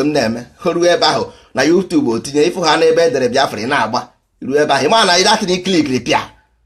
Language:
Igbo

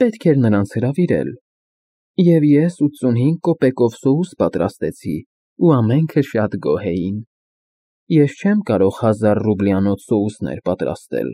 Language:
Armenian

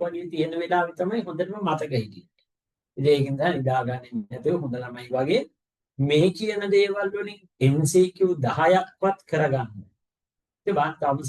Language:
Sinhala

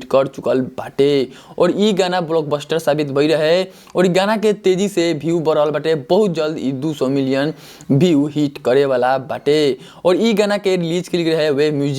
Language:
Bhojpuri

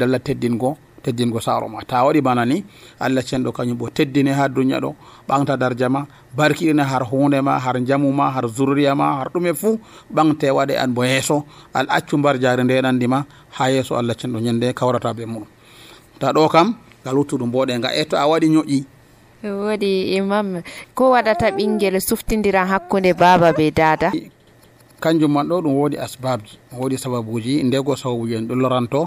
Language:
Nigerian Fulfulde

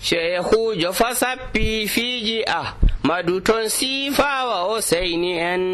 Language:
Nigerian Fulfulde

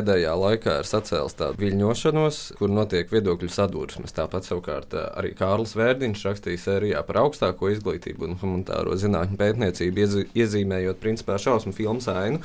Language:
Latvian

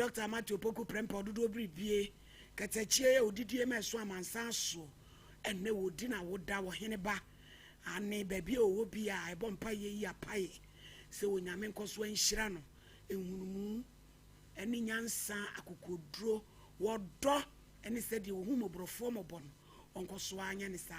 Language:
Akan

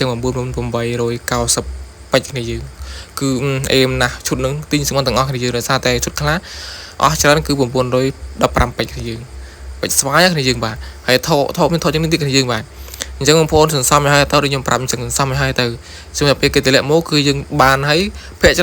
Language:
Khmer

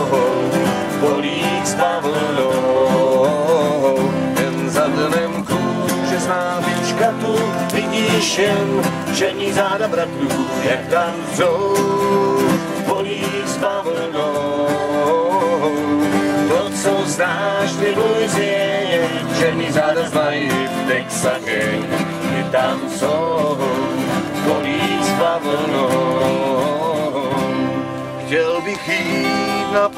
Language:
Czech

